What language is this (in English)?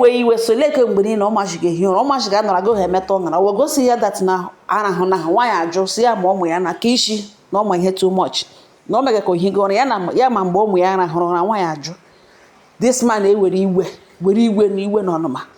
Igbo